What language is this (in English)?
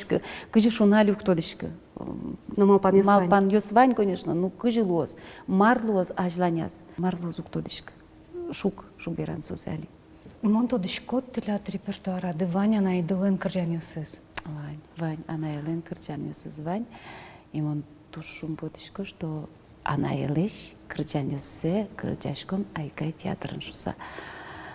Udmurt